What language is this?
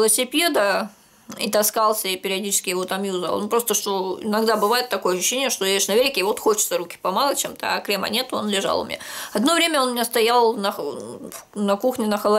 Russian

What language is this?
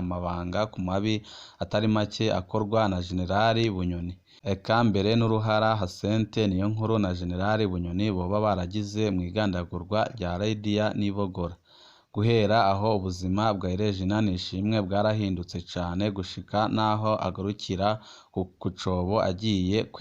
Rundi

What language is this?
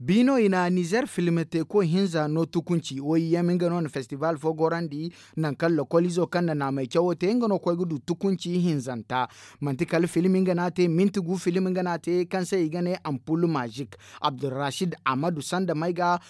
Zarma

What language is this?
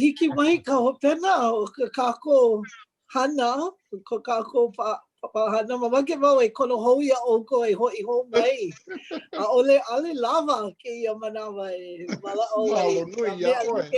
Hawaiian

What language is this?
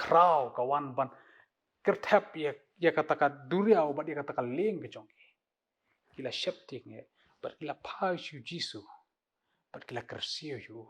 Khasi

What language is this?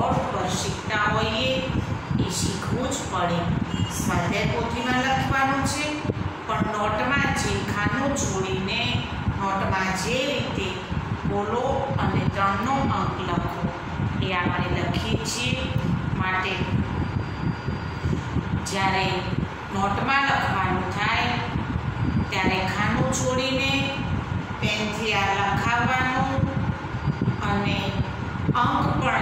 Gujarati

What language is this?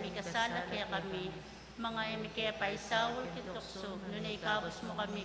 Pampanga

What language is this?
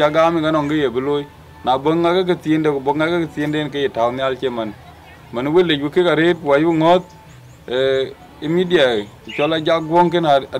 Dinka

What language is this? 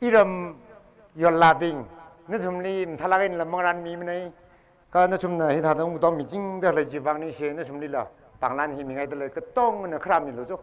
Tangkhul Naga (India)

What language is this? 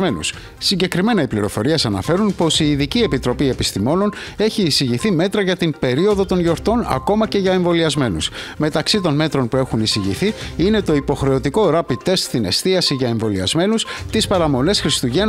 Greek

